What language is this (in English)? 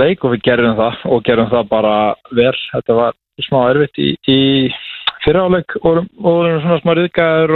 Icelandic